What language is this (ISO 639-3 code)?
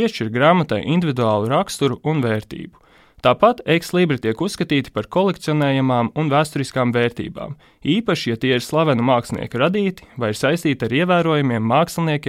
lav